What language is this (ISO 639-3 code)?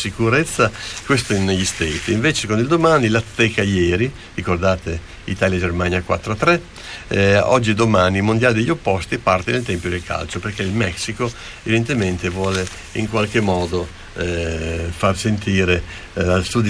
ita